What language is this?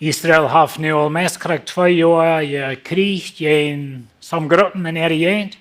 Plautdietsch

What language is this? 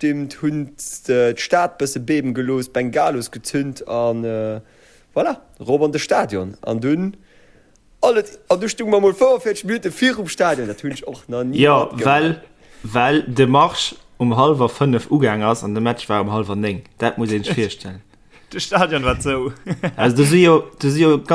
Luxembourgish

